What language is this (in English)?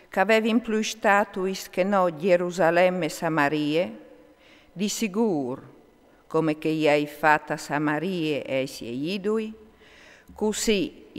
Friulian